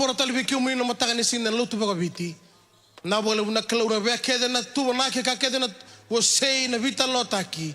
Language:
Fijian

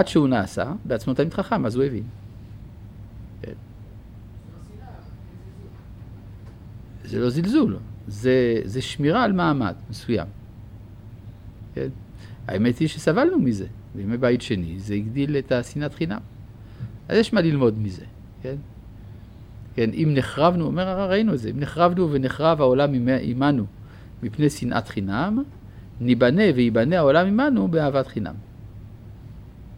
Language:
Hebrew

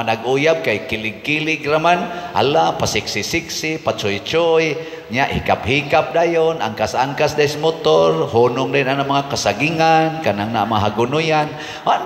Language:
Cebuano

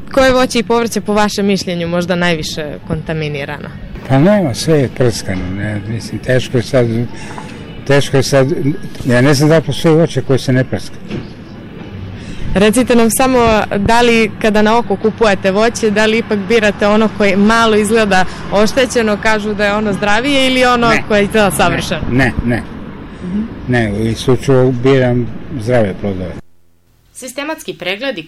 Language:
Serbian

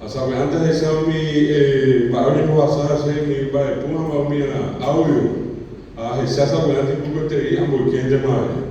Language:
Guarani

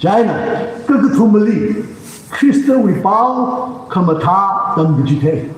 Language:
Tangkhul Naga (India)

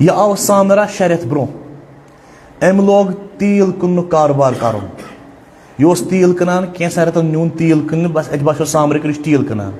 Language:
Kashmiri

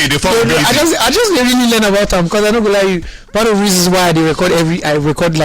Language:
Nigerian Pidgin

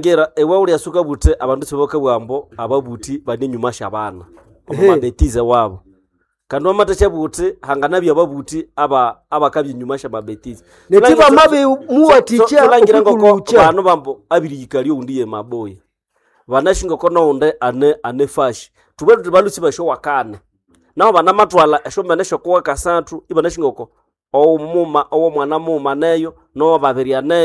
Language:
Nande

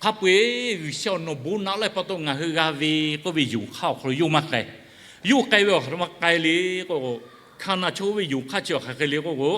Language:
Lahu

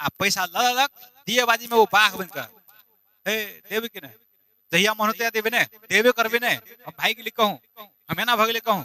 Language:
Maithili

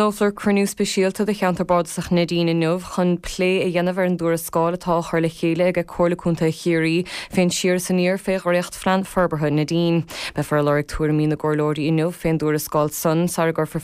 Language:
Irish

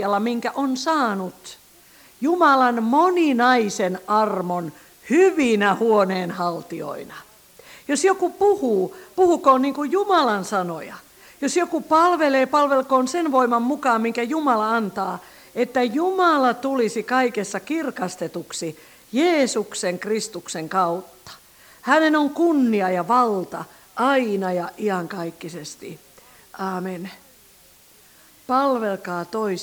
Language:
Finnish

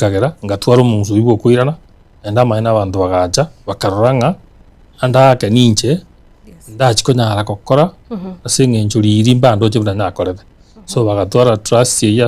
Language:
Gusii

